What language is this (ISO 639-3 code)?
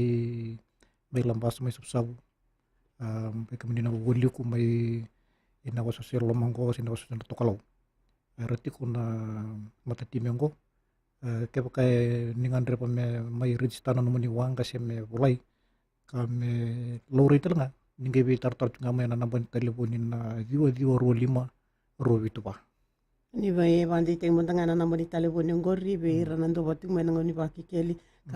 fij